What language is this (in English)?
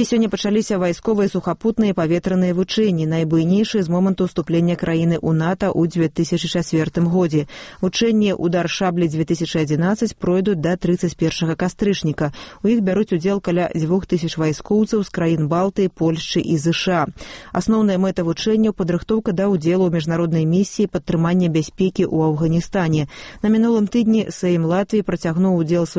Belarusian